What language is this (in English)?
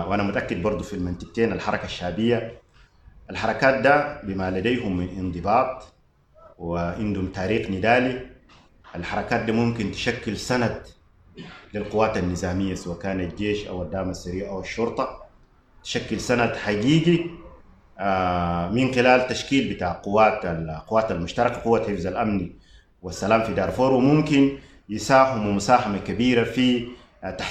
Sudanese Arabic